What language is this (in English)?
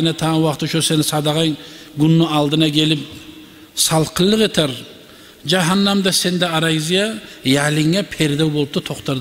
Kumyk